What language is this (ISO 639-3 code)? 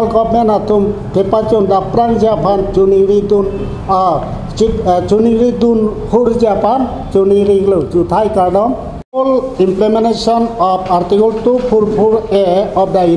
mjw